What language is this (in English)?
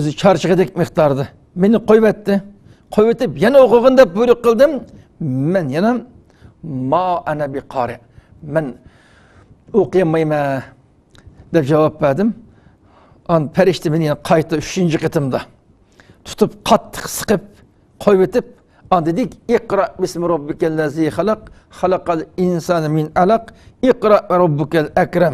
Uyghur